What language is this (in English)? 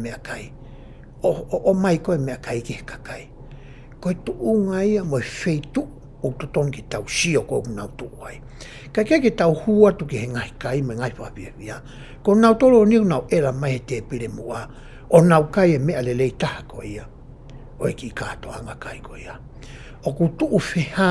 Tongan